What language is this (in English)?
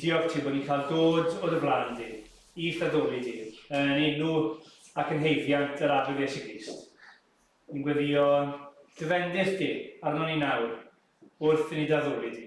Welsh